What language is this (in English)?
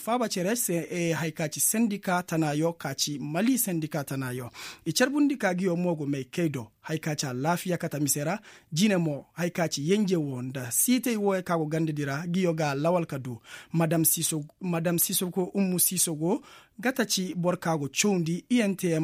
Koyraboro Senni